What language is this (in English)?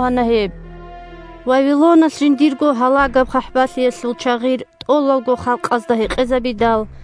Avaric